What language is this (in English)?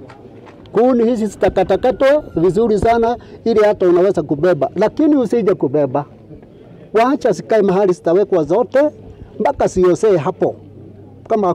Swahili